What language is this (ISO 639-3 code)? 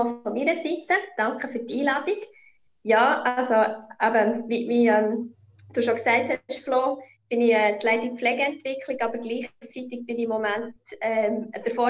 gsw